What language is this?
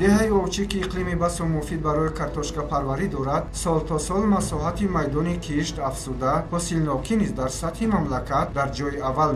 Tajik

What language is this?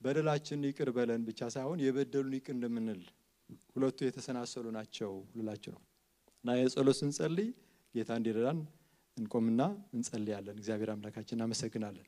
Amharic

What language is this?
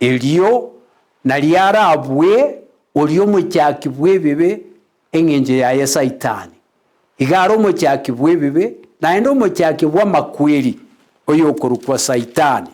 Gusii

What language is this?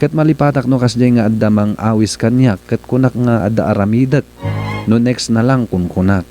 Iloko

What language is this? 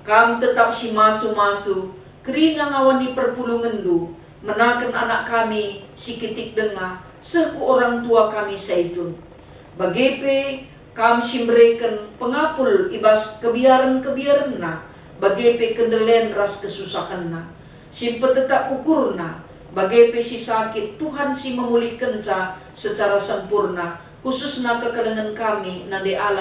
Batak Karo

